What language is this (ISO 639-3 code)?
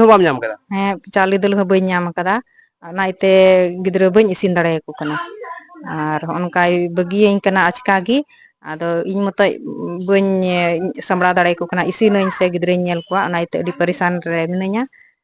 sat